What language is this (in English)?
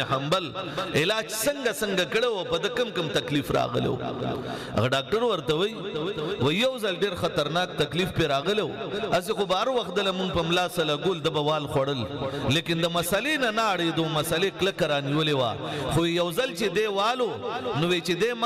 Pashto